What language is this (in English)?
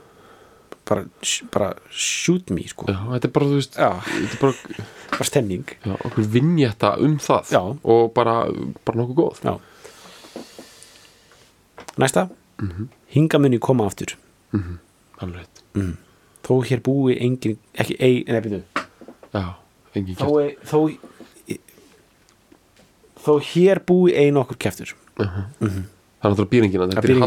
Icelandic